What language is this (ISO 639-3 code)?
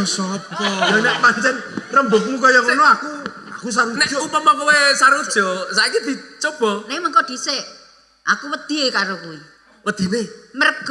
jav